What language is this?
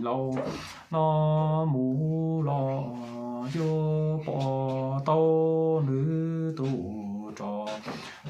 Hmong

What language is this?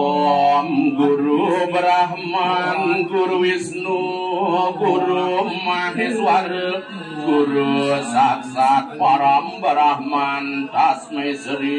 Balinese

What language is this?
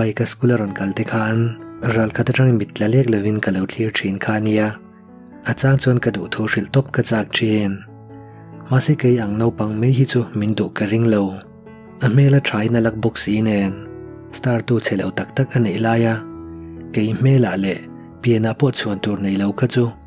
Mizo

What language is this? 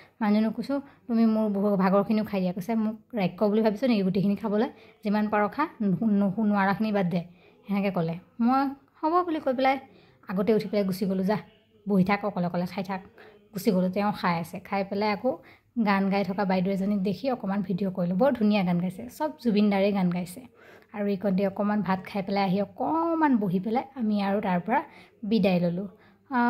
Assamese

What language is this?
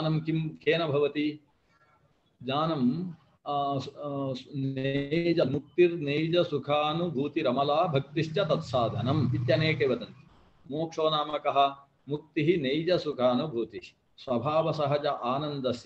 Sanskrit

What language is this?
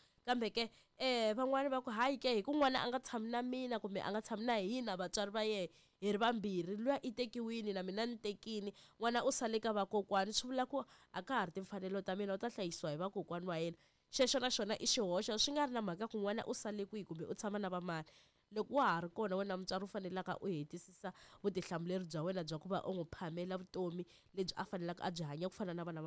Tsonga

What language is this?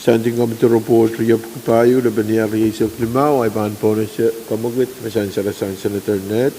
Pohnpeian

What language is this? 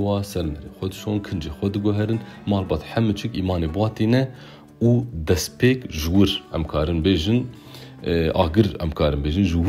Kurdish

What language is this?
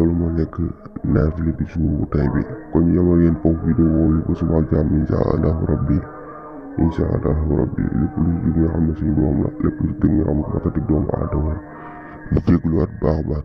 Wolof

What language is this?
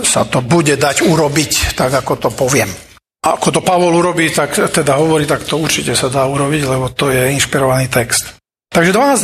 Slovak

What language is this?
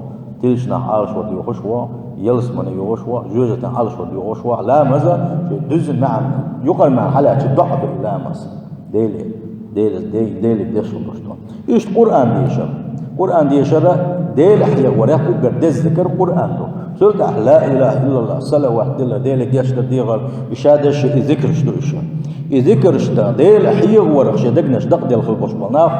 Chechen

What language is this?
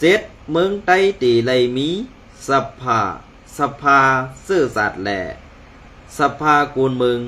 Shan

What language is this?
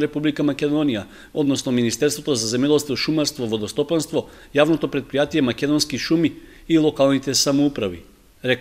Macedonian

